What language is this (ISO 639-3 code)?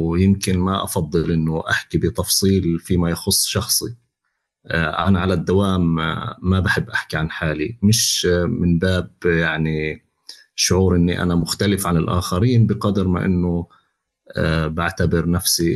apc